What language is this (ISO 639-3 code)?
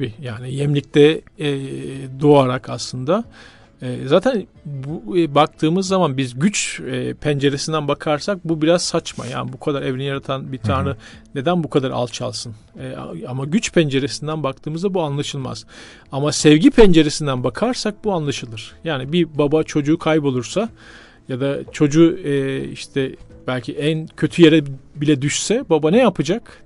tur